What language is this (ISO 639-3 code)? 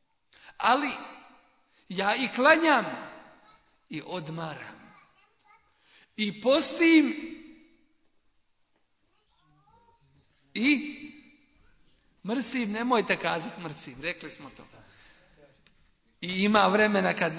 bos